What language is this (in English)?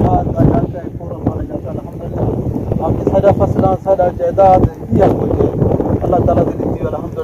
Saraiki